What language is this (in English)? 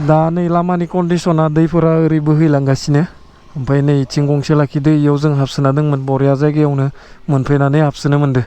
Bodo